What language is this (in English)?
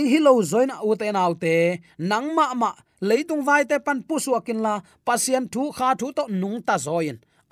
Tedim Chin